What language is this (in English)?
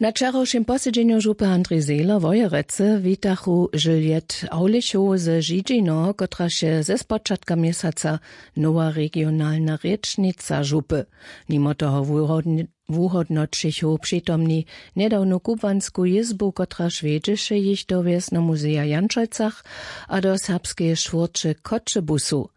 Upper Sorbian